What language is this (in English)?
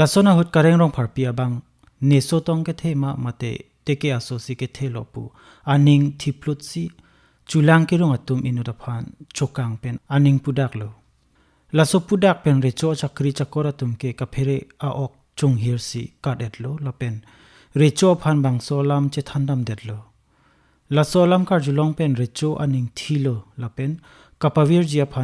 Karbi